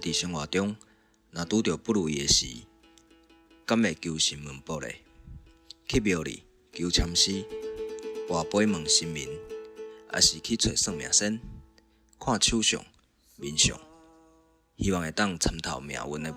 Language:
Min Nan Chinese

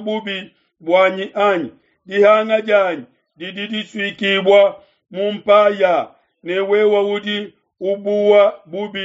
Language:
Luba-Lulua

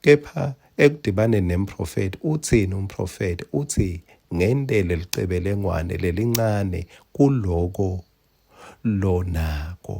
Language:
Swati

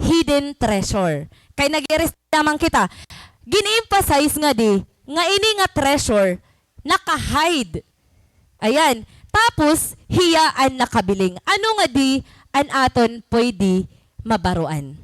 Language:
Waray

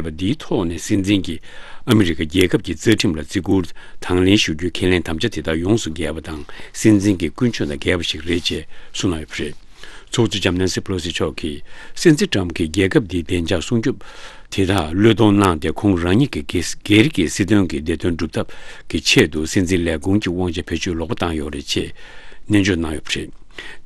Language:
Tibetan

